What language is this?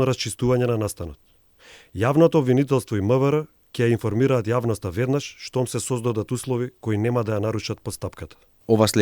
Macedonian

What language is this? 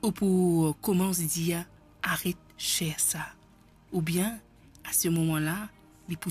Morisyen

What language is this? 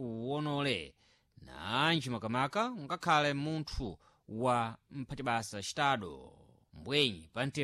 Sena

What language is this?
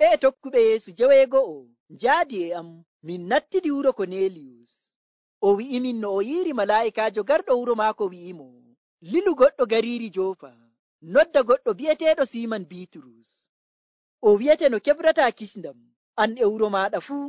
Nigerian Fulfulde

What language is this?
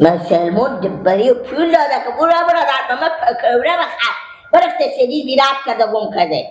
Persian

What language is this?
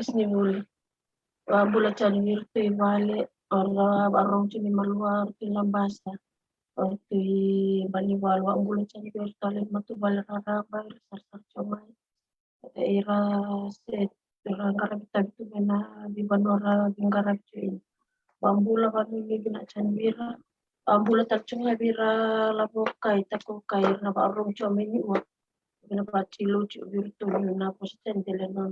Fijian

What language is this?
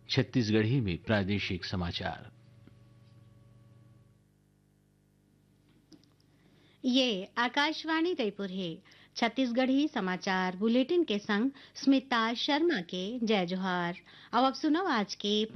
Chhattisgarhi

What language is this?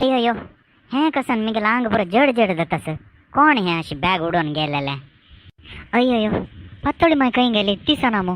Konkani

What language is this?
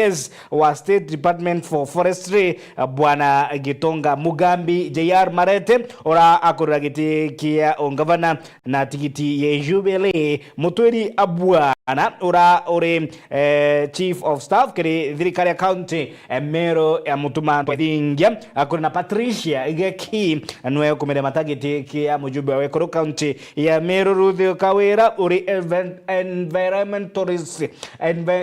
Meru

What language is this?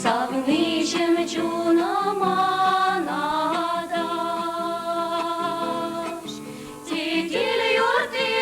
Chuvash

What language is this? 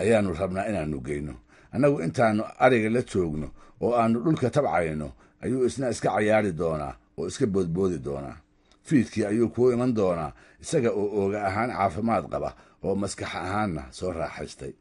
Somali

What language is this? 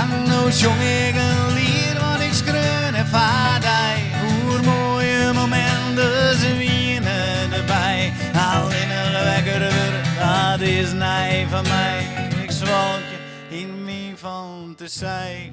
Western Frisian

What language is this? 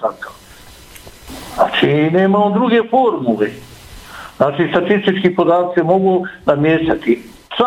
Bosnian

